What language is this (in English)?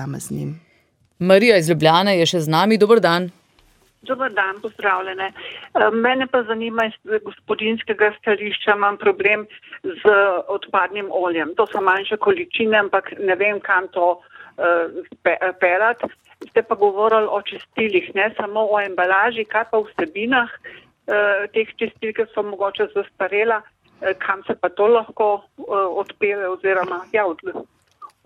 Slovenian